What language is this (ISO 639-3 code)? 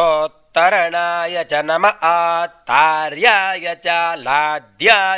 san